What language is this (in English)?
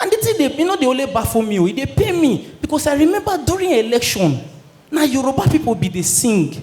Nigerian Pidgin